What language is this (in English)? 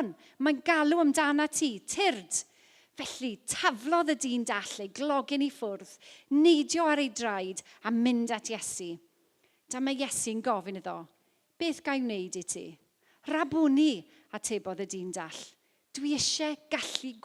Welsh